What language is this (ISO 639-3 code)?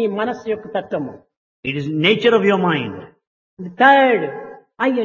tel